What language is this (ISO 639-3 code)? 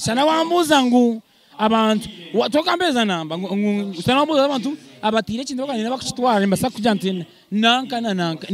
nyn